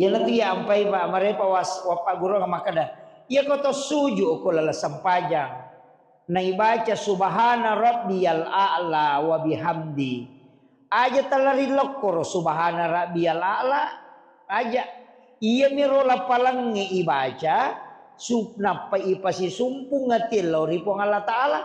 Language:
Buginese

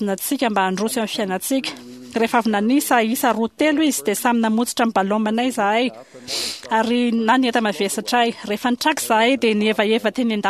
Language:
Malagasy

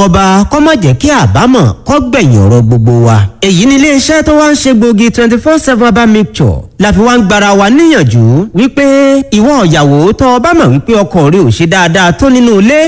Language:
Yoruba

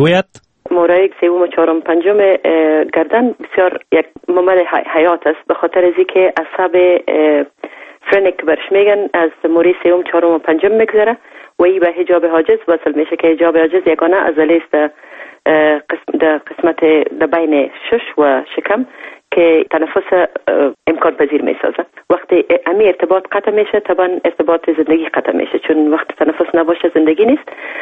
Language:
Persian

